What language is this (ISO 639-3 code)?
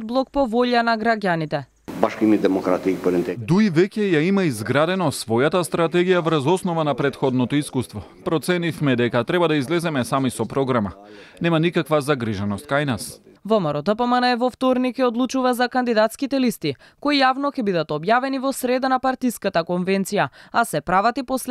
mkd